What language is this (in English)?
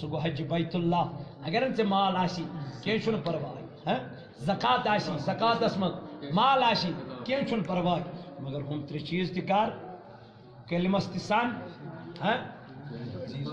Kashmiri